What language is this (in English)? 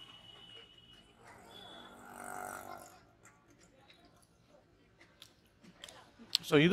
Tamil